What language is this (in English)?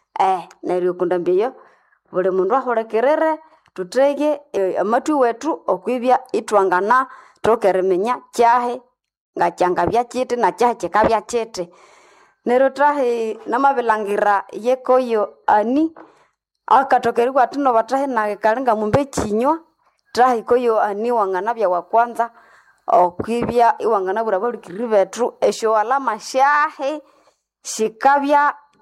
Nande